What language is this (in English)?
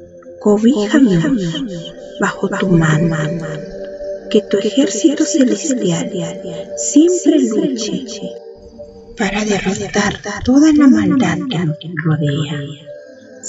Spanish